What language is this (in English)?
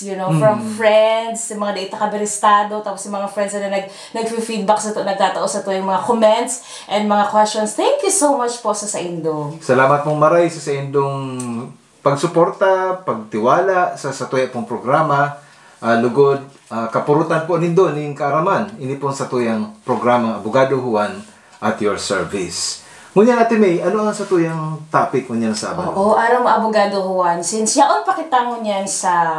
Bikol